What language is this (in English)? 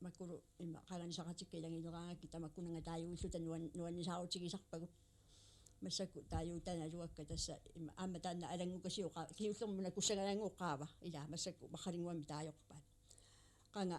Kalaallisut